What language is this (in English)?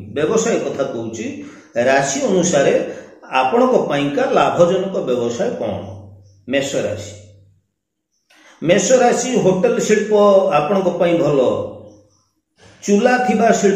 Odia